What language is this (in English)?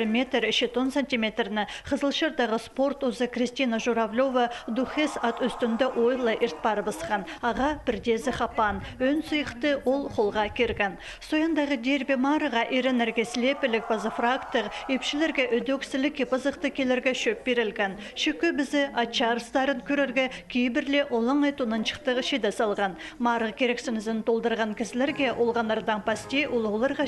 Khakas